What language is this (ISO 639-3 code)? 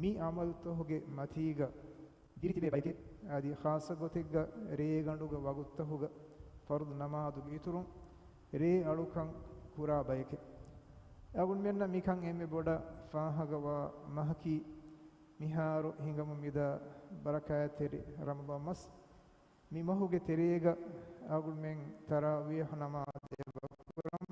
div